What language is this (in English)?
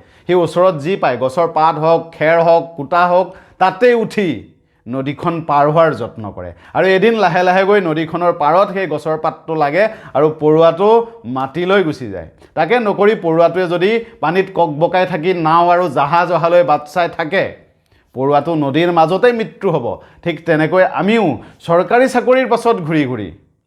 Assamese